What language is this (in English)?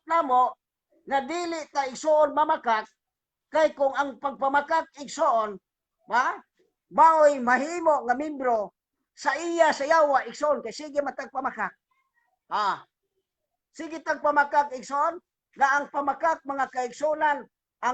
Cebuano